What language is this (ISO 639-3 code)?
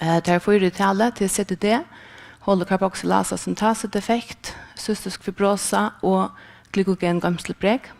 fao